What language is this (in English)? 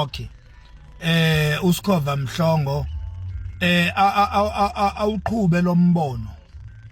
Zulu